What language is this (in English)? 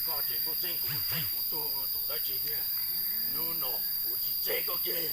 Hmong